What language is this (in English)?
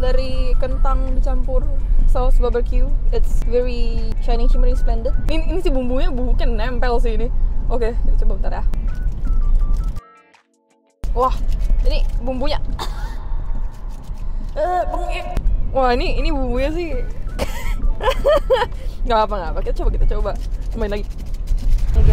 Indonesian